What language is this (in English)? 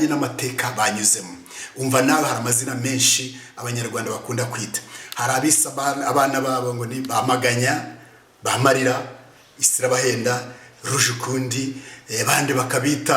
Kinyarwanda